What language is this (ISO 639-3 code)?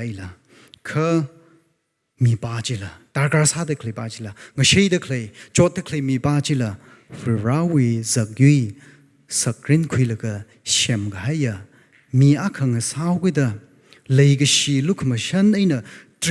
nmf